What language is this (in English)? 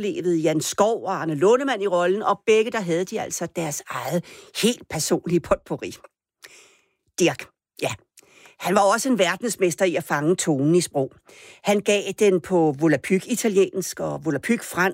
Danish